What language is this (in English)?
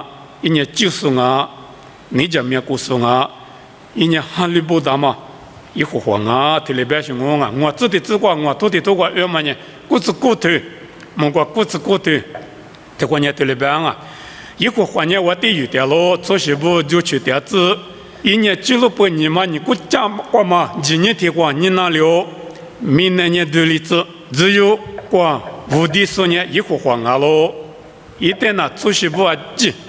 Lisu